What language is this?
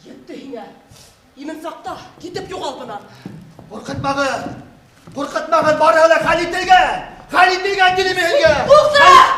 Bashkir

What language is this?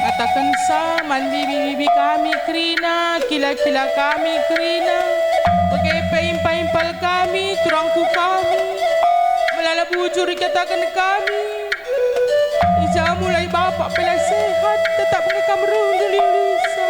Batak Karo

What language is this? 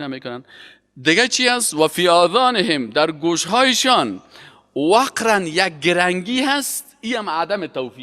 Persian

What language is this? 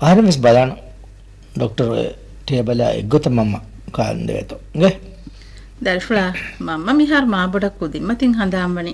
Divehi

